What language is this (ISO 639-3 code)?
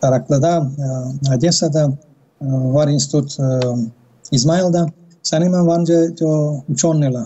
gag